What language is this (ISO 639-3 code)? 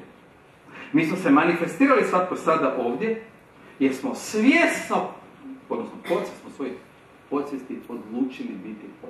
hrv